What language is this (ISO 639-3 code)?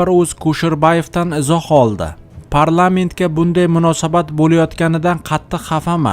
uzb